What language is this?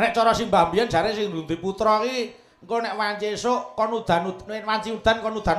Javanese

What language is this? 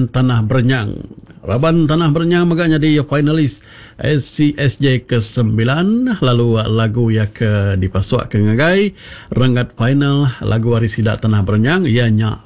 Iban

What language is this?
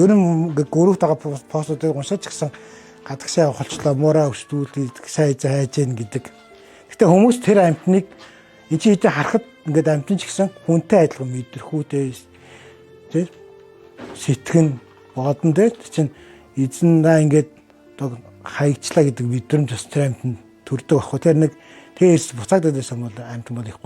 Mongolian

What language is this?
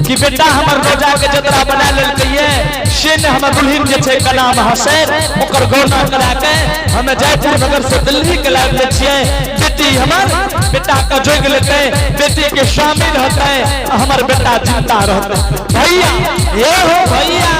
Angika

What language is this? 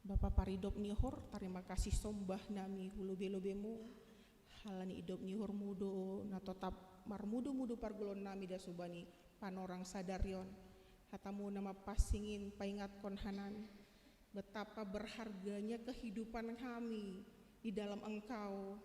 Batak Simalungun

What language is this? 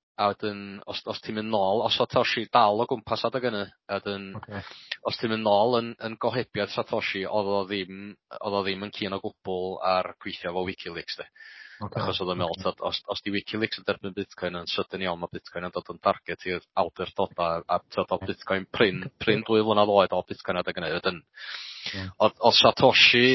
Welsh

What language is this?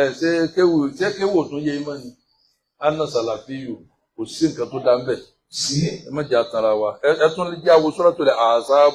Yoruba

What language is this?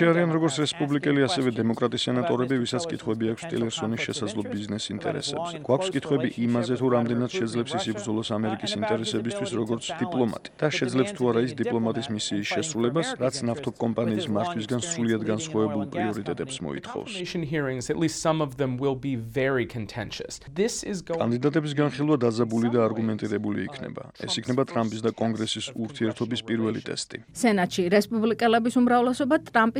Georgian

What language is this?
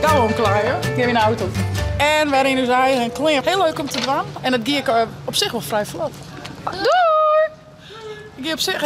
Western Frisian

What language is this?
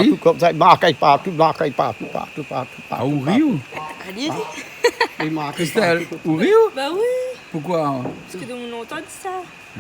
Réunion Creole French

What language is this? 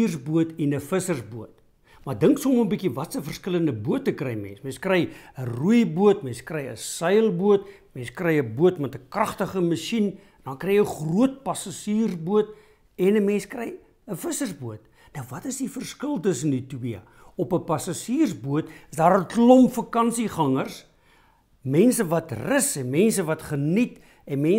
Afrikaans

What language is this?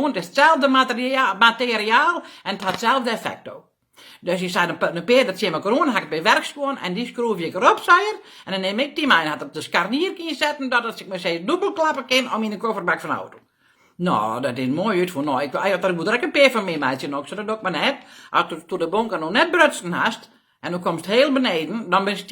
Western Frisian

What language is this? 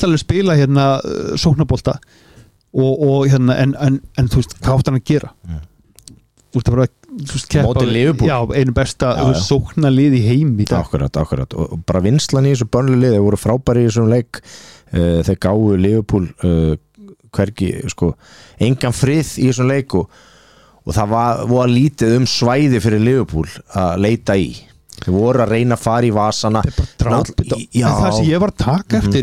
Icelandic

